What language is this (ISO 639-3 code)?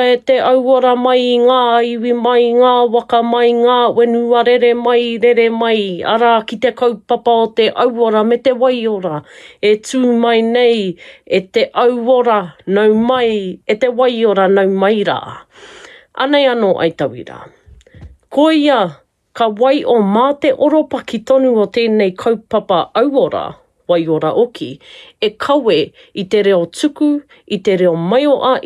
mri